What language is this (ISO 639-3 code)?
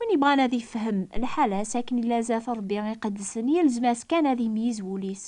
kab